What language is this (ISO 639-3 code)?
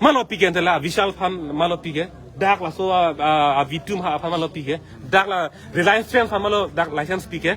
mjw